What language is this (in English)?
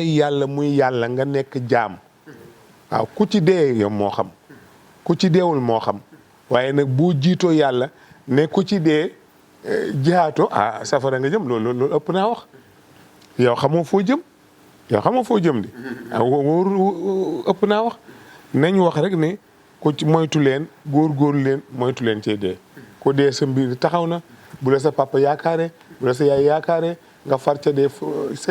Wolof